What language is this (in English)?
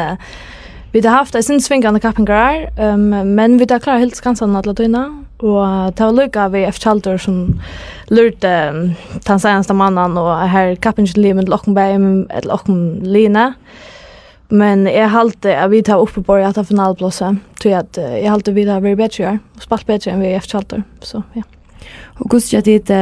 Faroese